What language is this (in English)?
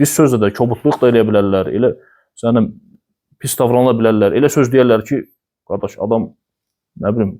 Azerbaijani